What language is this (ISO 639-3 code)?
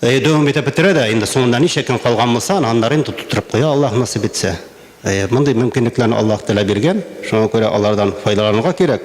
tat